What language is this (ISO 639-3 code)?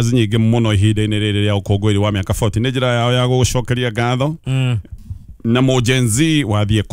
kik